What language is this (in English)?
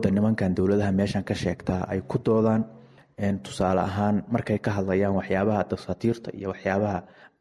Somali